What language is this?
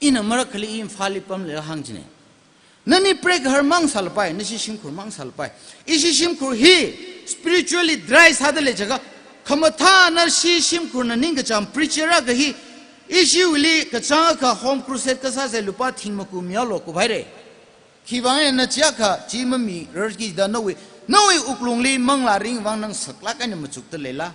Tangkhul Naga (India)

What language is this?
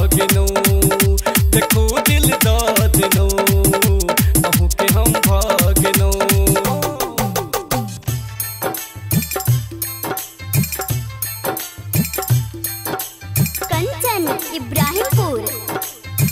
Maithili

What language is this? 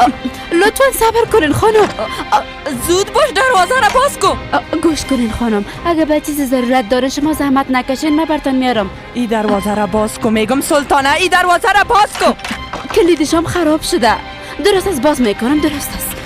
Persian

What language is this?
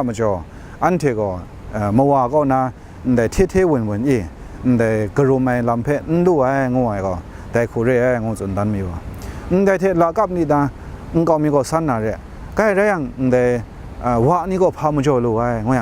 Kachin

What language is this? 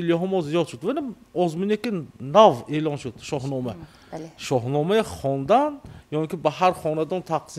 Tajik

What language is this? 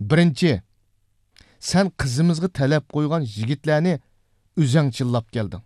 Uyghur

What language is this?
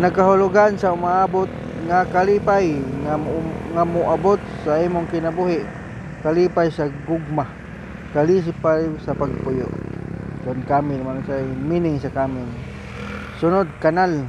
Cebuano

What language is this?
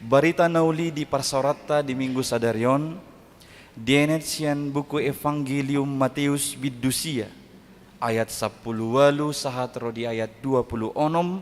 Batak Toba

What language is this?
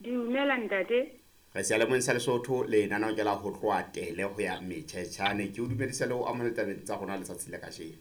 Southern Sotho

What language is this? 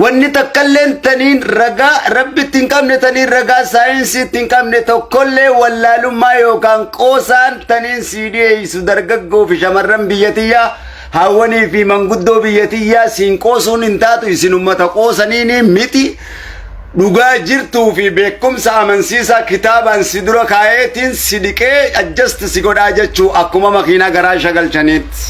Oromo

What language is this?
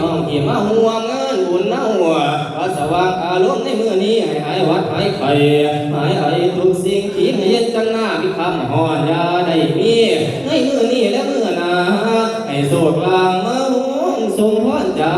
Northeastern Thai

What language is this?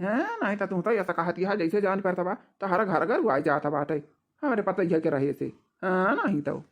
Awadhi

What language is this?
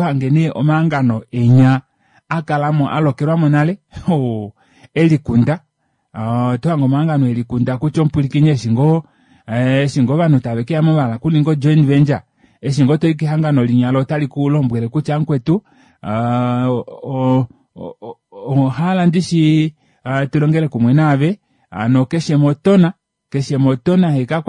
Kuanyama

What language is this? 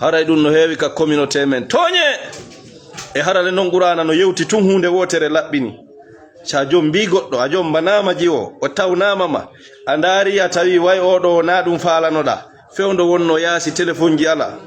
Fula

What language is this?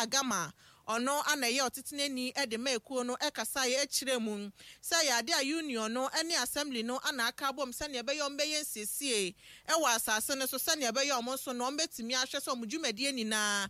Akan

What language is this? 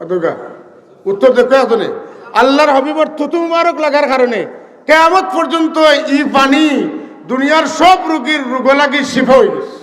Sylheti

